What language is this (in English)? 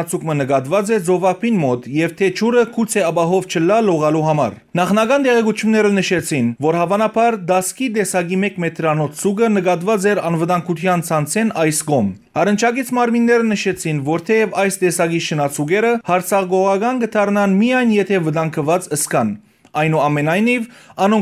Western Armenian